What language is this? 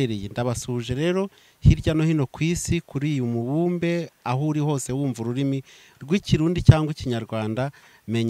Kinyarwanda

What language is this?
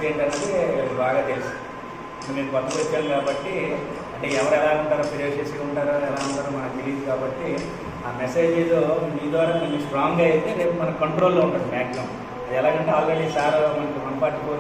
Telugu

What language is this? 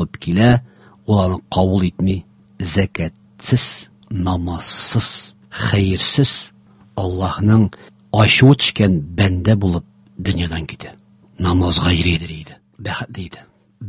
Tatar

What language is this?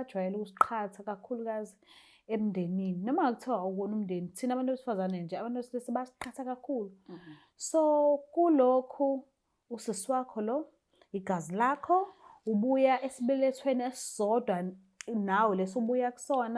Zulu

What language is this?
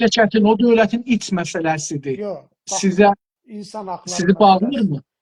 South Azerbaijani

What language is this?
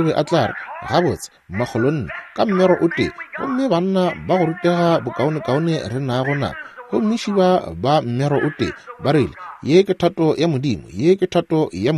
Northern Sotho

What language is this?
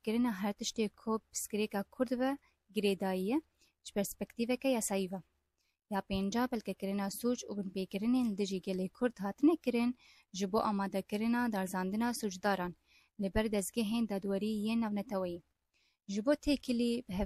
Kurdish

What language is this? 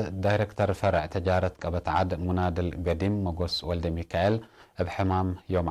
Tigre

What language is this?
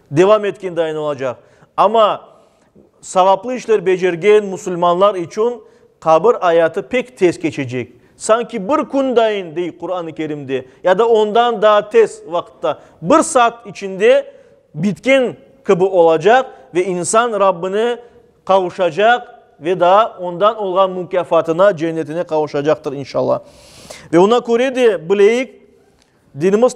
Crimean Tatar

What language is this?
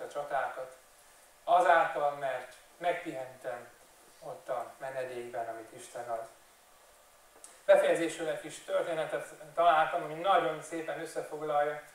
Hungarian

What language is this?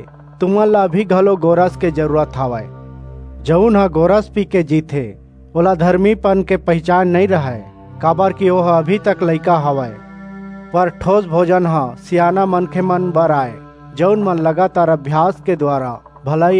Chhattisgarhi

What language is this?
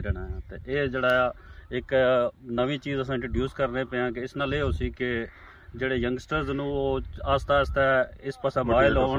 Pahari-Potwari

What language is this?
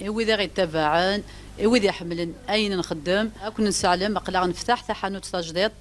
Kabyle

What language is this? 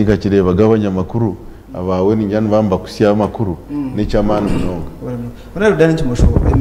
Nyankole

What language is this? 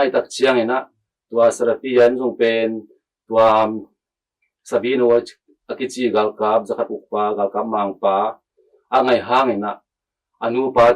Tedim Chin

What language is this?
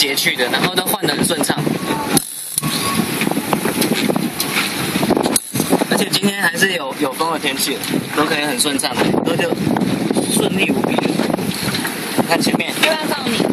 Chinese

